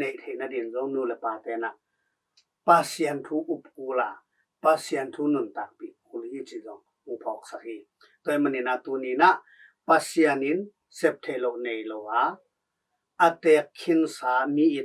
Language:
Tedim Chin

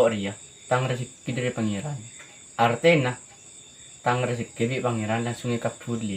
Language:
Madurese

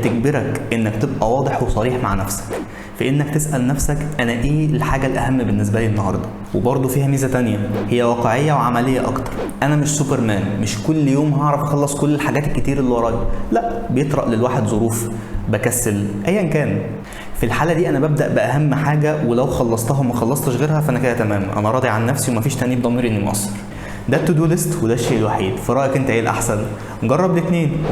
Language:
Egyptian Arabic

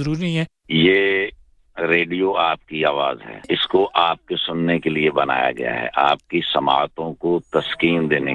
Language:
Urdu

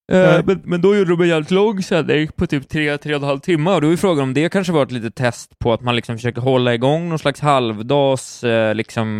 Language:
Swedish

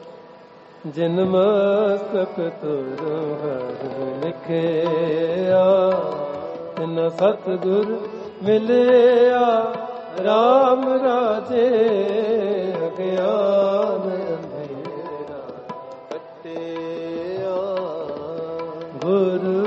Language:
Punjabi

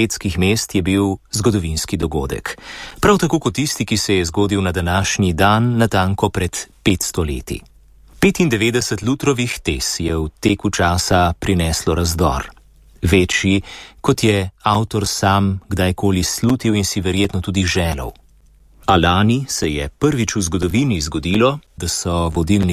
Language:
Slovenian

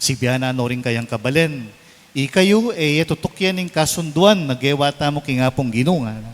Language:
Pampanga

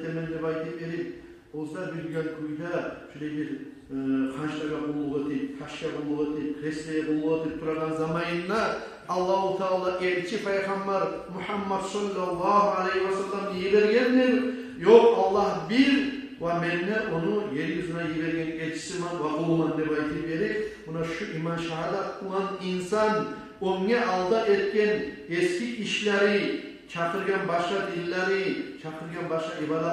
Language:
Kumyk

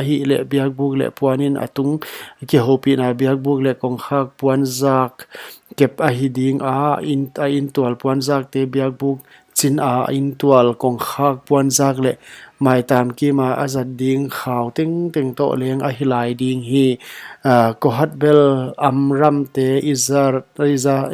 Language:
Paite Chin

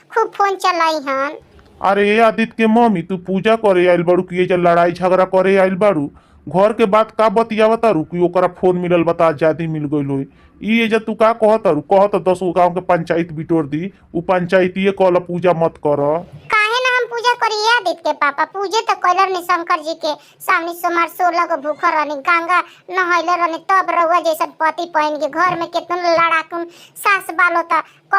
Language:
Bhojpuri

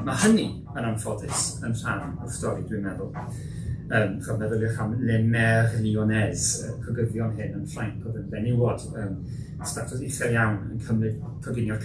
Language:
Welsh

